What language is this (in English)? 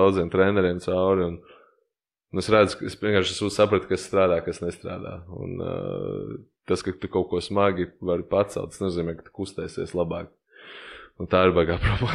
Latvian